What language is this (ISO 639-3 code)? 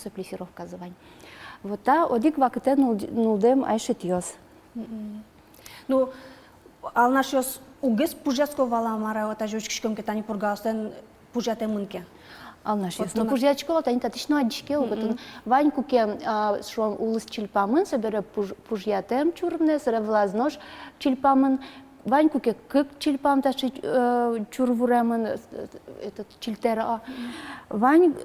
udm